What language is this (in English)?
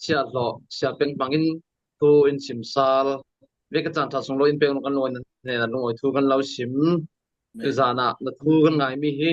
Falam Chin